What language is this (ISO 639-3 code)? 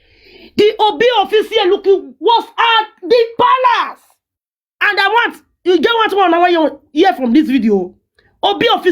pcm